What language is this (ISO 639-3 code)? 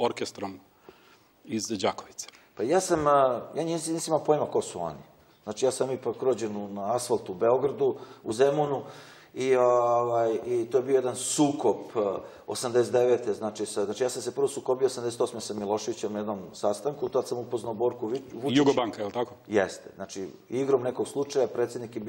srp